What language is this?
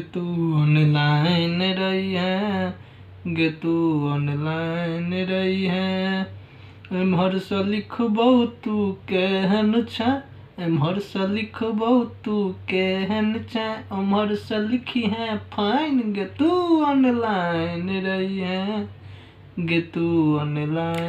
Maithili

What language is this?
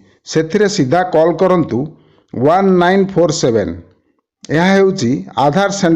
Odia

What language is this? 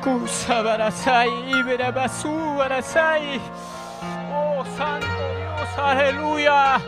Ayacucho Quechua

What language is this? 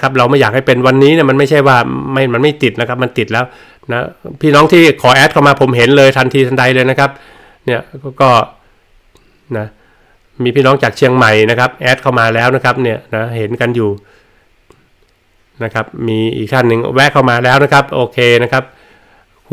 Thai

